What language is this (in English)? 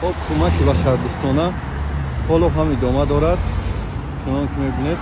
Tajik